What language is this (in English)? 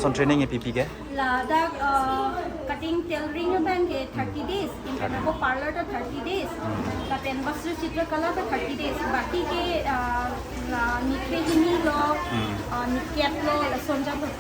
Karbi